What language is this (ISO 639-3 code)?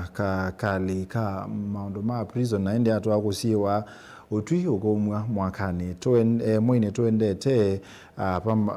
kam